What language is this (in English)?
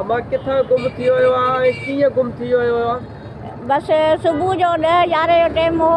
Sindhi